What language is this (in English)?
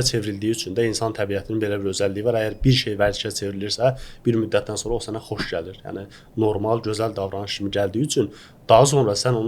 Azerbaijani